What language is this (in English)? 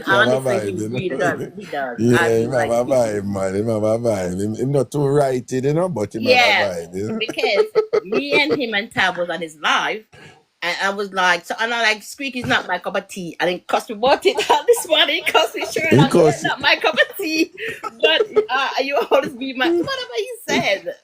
Jamaican Creole English